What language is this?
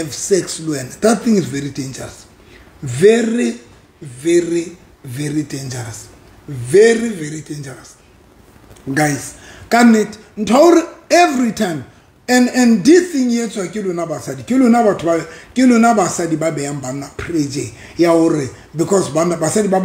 Southern Sotho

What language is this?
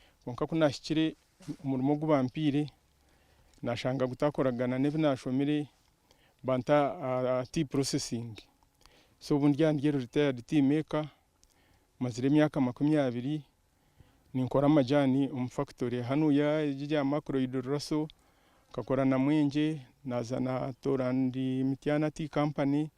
Nyankole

